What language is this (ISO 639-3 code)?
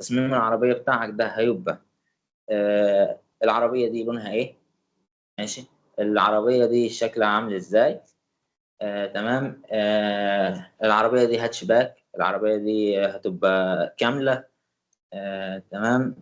arz